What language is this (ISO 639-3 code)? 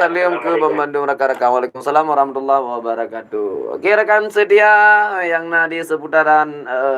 ace